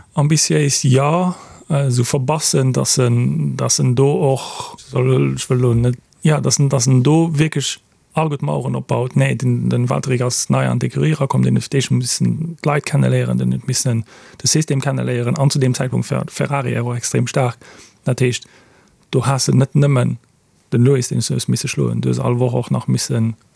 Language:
Luxembourgish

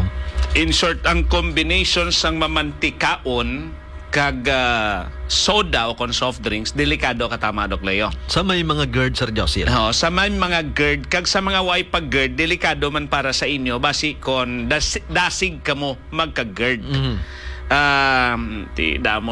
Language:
Hiligaynon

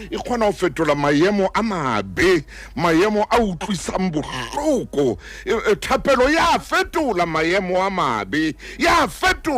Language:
Southern Sotho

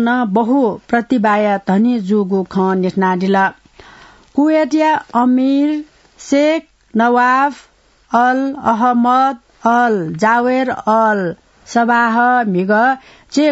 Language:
Newari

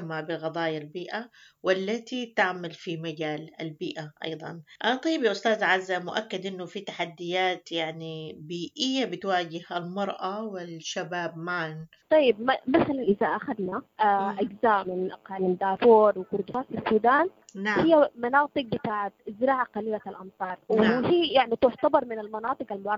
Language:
Sudanese Arabic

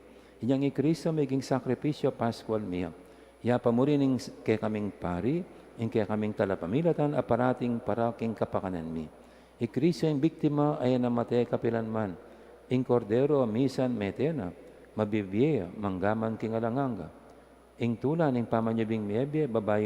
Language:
Pampanga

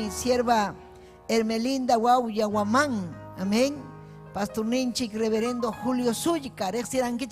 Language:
Ayacucho Quechua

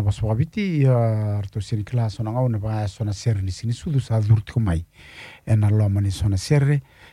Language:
Fijian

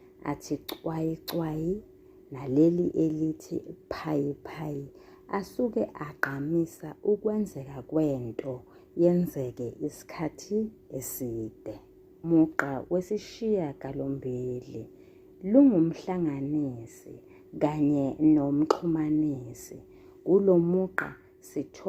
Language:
Zulu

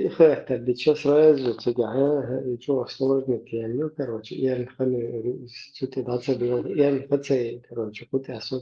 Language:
Chechen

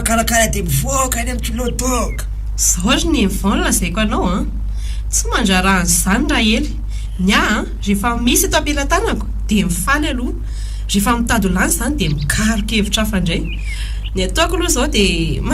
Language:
Malagasy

